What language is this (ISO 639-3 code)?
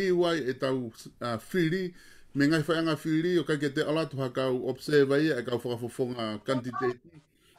ton